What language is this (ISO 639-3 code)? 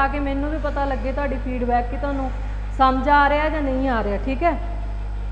pan